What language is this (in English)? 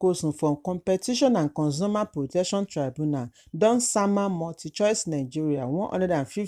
Nigerian Pidgin